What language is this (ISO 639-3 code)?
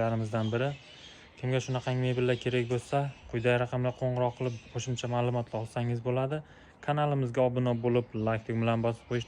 uzb